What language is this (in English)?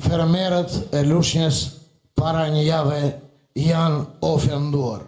Albanian